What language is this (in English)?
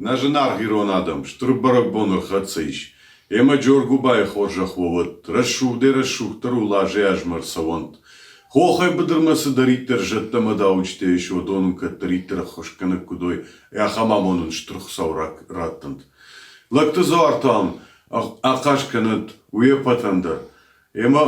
Ossetic